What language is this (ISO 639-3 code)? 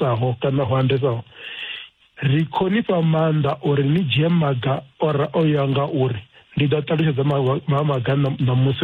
ven